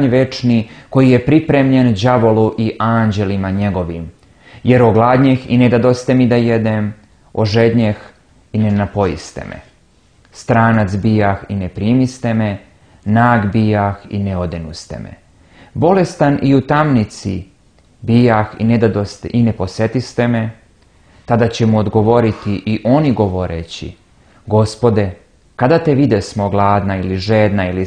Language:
Serbian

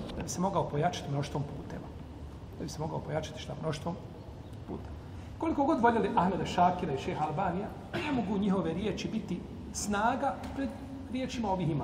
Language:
Bosnian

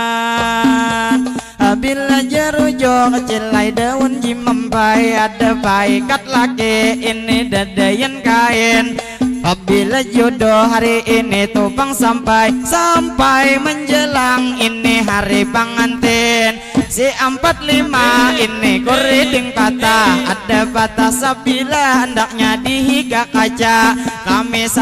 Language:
Banjar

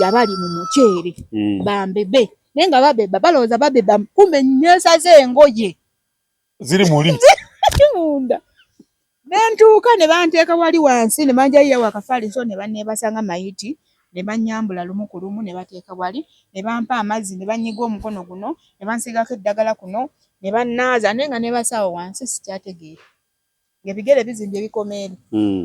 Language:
Ganda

